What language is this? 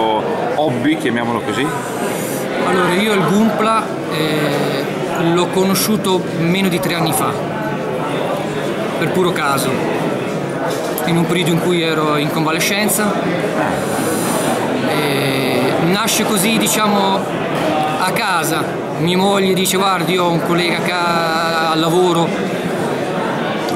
Italian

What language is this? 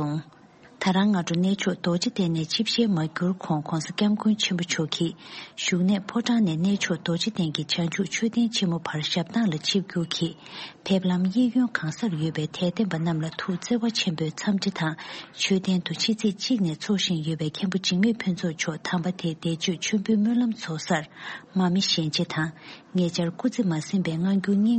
Tibetan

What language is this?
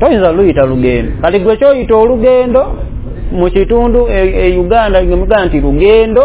Ganda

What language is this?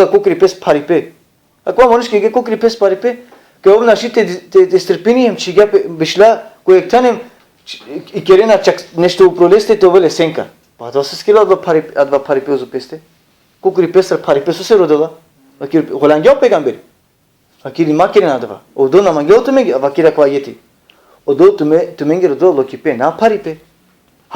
Balkan Romani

